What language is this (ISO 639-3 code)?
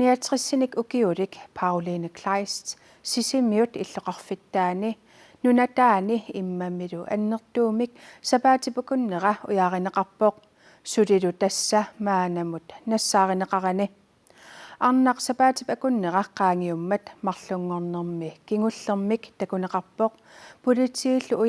kal